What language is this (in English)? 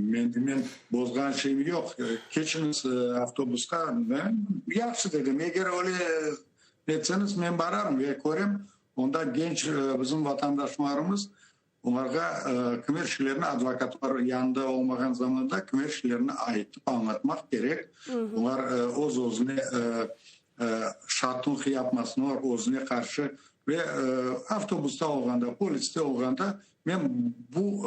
Crimean Tatar